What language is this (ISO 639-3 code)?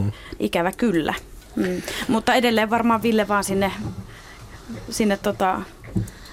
fin